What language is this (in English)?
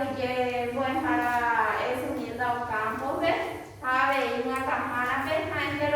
Guarani